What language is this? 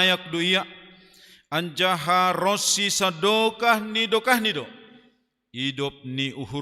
Batak Simalungun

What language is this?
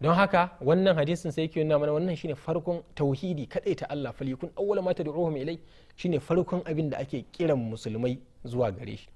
Hausa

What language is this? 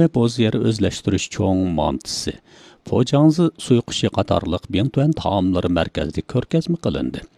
Uyghur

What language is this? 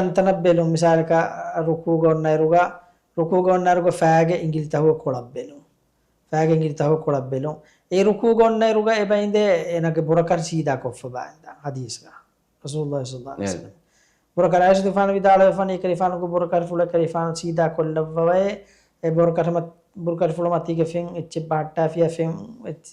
Divehi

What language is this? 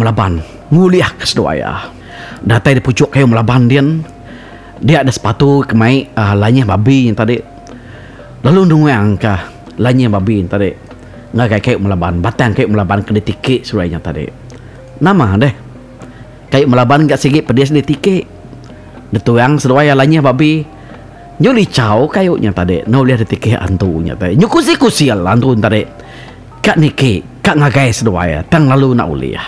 Iban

